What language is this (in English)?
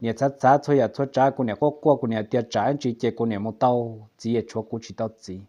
Hmong